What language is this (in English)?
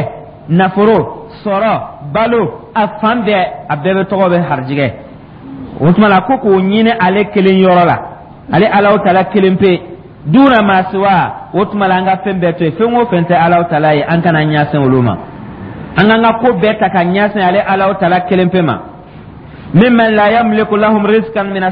Dyula